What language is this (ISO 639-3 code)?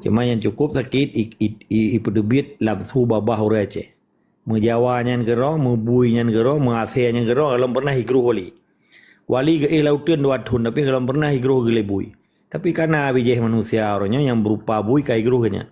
ace